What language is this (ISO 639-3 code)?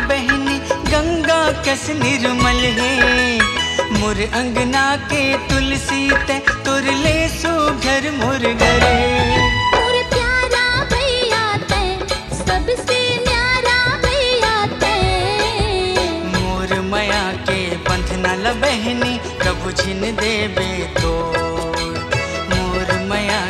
hne